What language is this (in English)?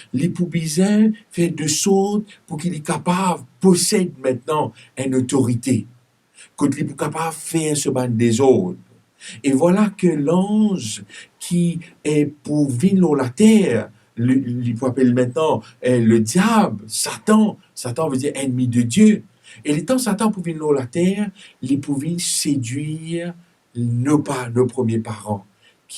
Morisyen